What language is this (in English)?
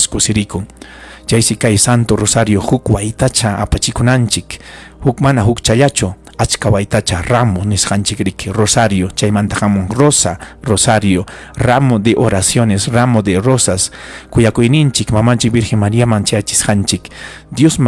Ayacucho Quechua